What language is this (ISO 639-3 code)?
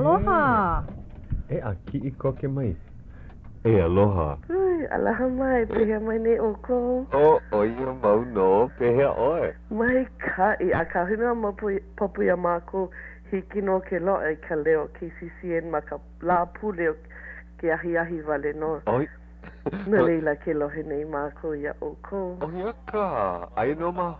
haw